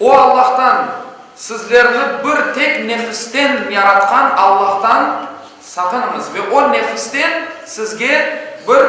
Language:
Crimean Tatar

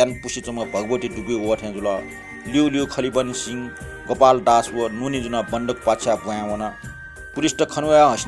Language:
Newari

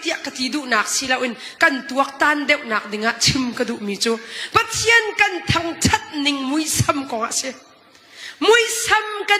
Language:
Hakha Chin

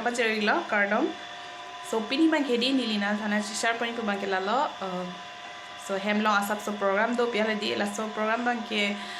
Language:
Karbi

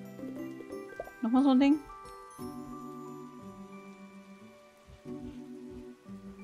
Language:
German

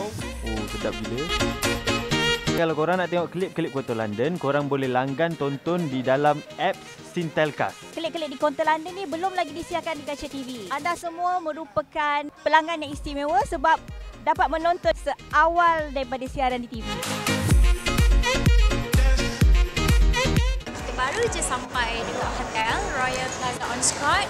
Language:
Malay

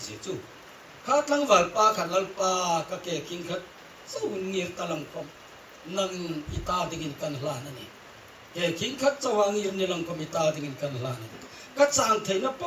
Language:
Hmar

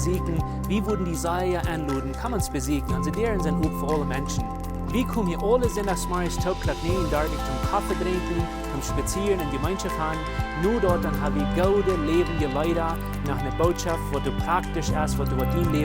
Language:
Plautdietsch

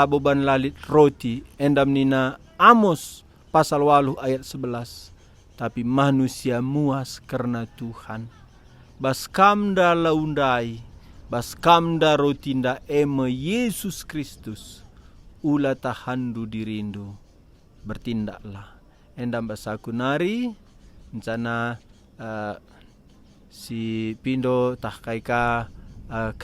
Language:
Batak Karo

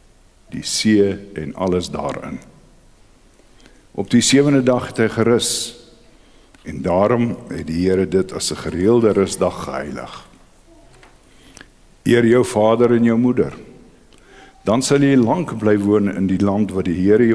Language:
Afrikaans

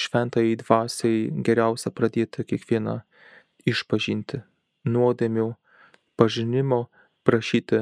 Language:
Lithuanian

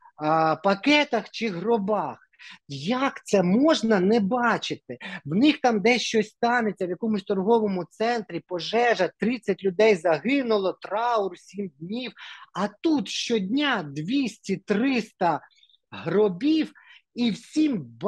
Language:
Ukrainian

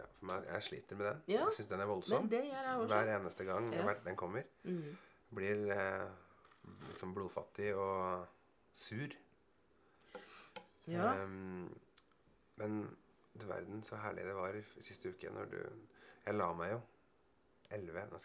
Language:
Norwegian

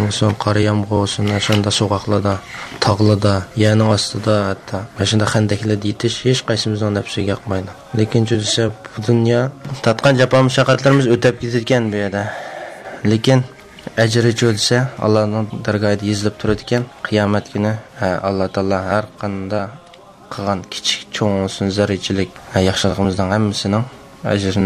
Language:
Uyghur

